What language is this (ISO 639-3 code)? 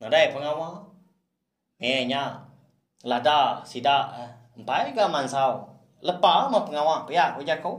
iba